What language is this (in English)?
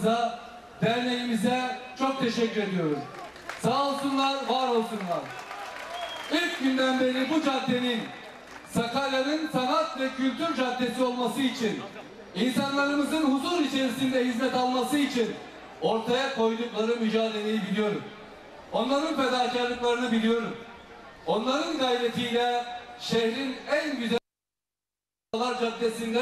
Turkish